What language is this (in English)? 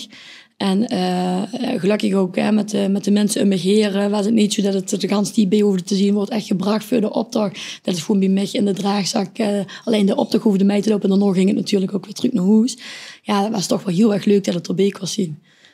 Limburgish